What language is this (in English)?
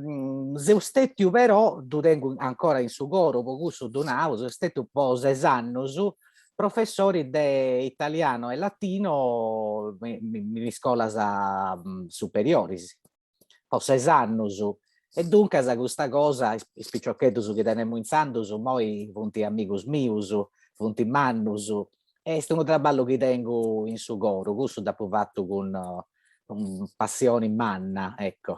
Sardinian